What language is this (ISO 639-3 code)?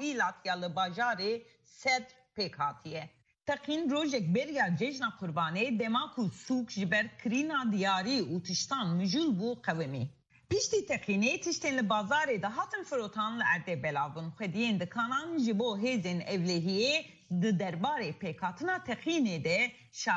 kur